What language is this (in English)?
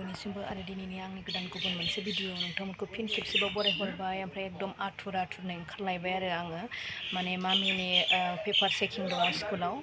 Bodo